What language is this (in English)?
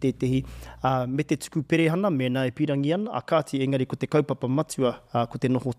Māori